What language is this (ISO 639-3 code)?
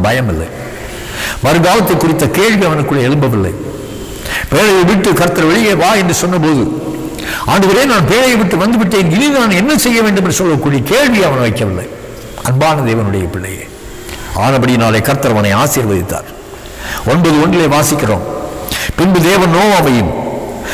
tam